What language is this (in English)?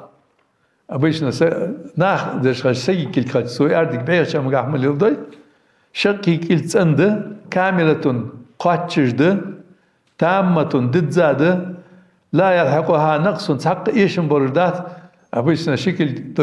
Ingush